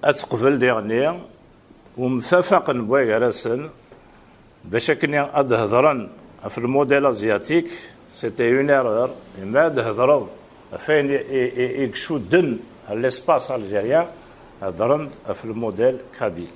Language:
Kabyle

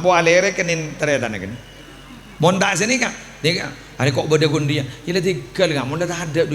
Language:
Madurese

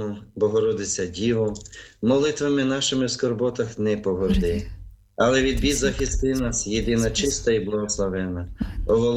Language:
Ukrainian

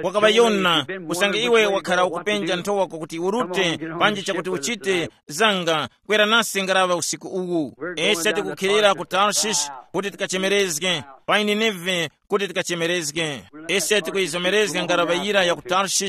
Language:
Tumbuka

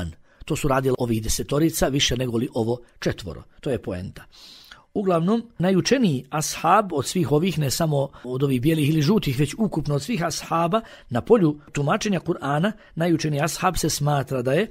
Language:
Bosnian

